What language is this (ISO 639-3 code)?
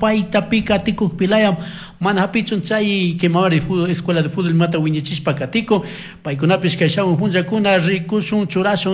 qug